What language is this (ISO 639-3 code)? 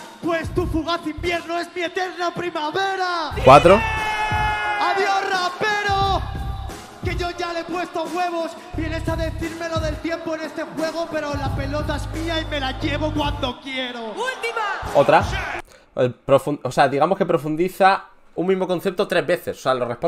spa